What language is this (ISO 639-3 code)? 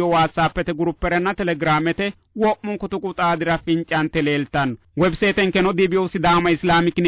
sid